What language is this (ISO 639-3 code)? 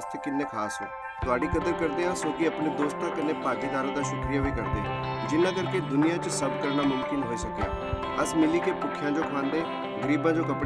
doi